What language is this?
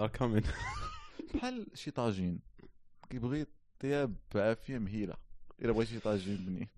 Moroccan Arabic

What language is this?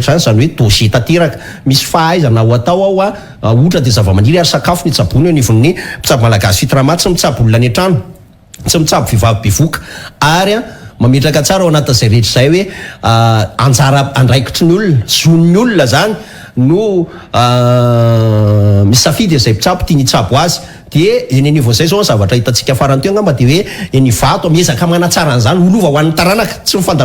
Malagasy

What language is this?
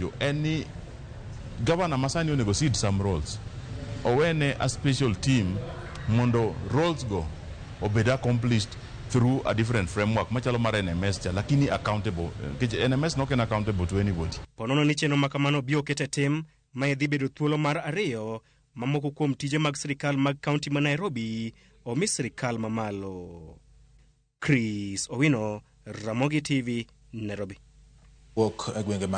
Luo (Kenya and Tanzania)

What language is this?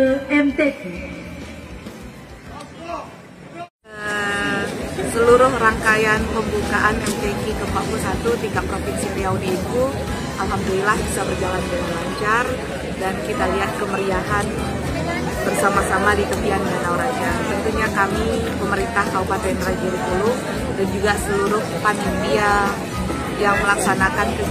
Indonesian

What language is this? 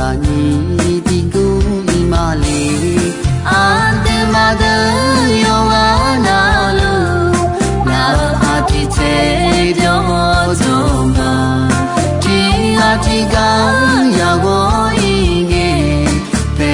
Akha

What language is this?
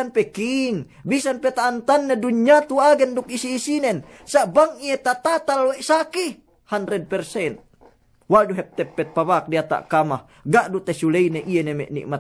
Yakan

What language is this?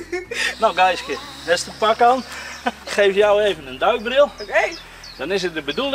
Western Frisian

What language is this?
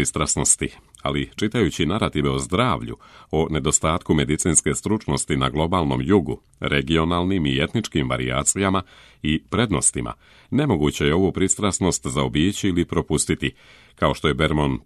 Serbian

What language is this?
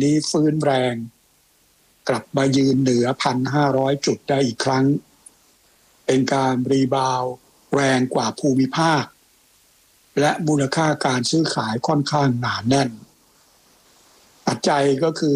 Thai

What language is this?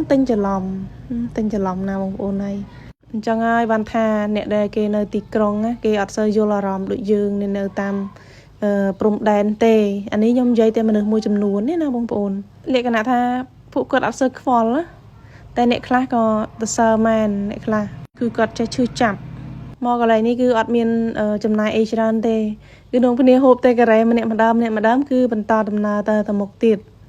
Khmer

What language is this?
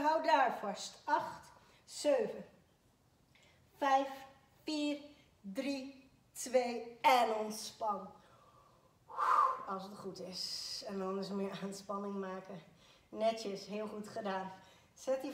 Dutch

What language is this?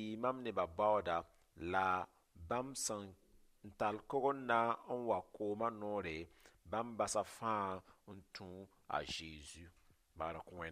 Mossi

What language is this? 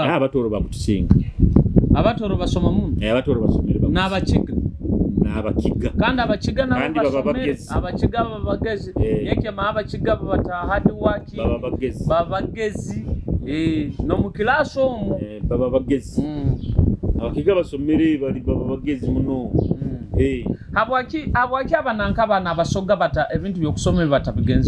Nyoro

